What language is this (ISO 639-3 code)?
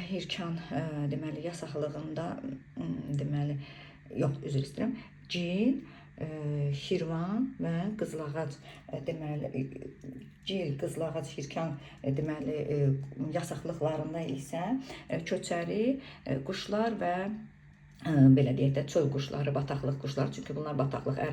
aze